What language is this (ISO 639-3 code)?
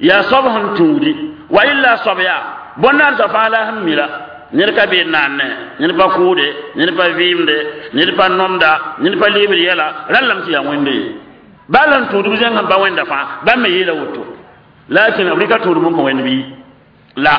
mos